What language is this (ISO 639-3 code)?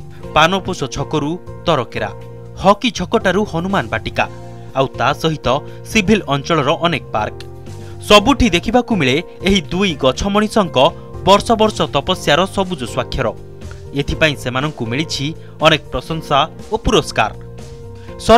ori